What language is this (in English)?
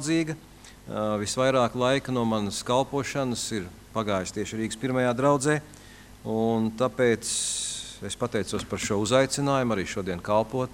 Latvian